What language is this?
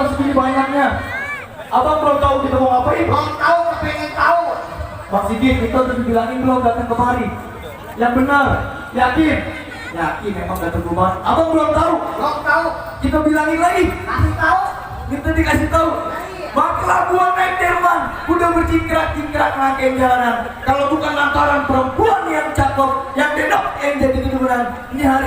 Betawi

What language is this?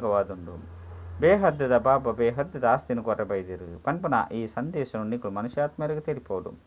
Tulu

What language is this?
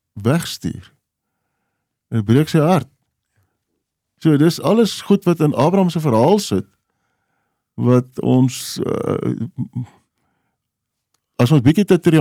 Afrikaans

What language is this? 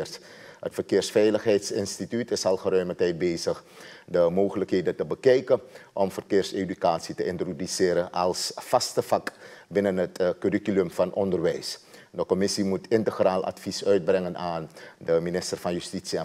Dutch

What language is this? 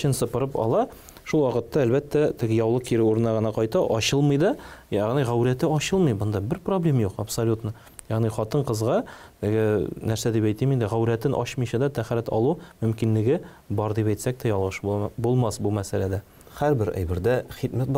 Tatar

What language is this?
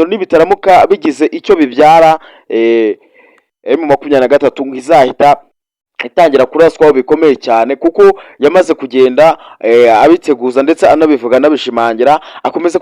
Kinyarwanda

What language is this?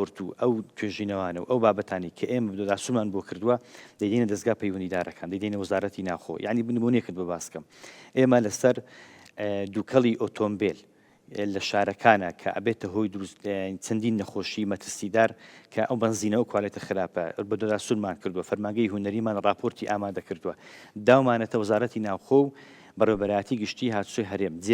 Central Kurdish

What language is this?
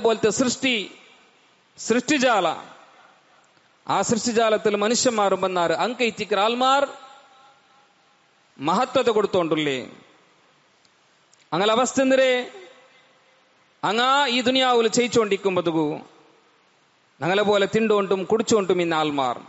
Malayalam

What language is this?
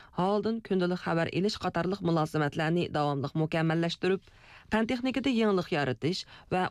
Uyghur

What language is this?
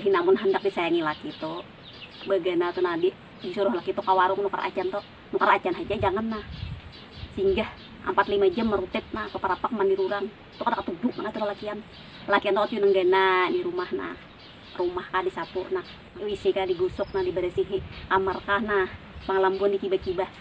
Banjar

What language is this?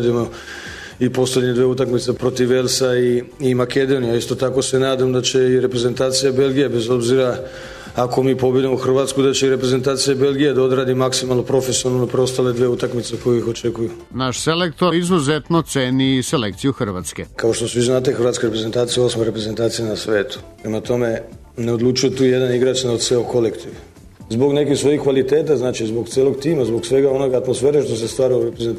Serbian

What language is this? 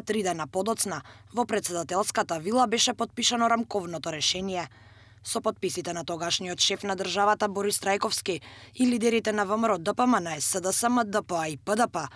Macedonian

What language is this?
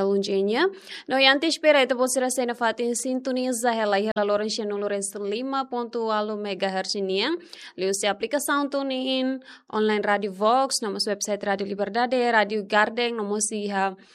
Tetum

